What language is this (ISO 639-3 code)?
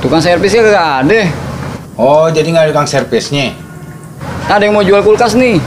bew